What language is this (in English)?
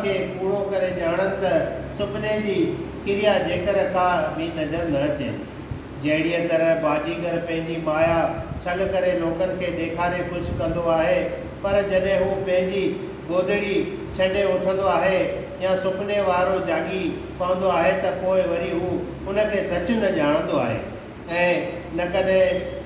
Sindhi